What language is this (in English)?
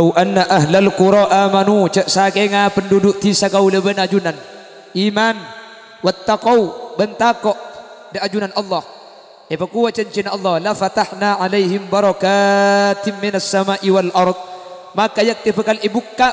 Madurese